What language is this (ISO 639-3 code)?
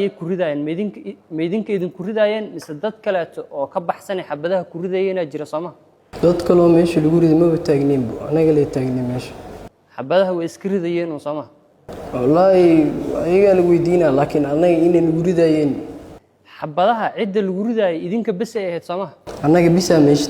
som